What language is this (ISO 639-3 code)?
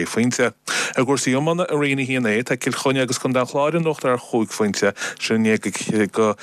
gle